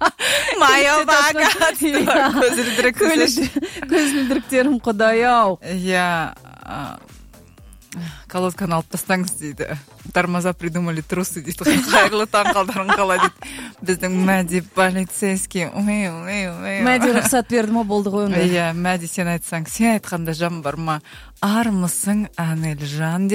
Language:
Kazakh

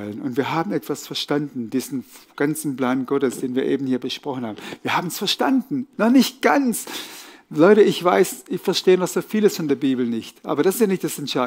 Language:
Swiss German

